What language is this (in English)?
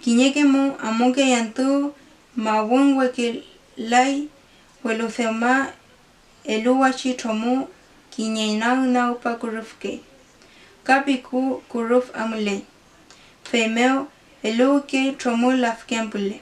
Mapuche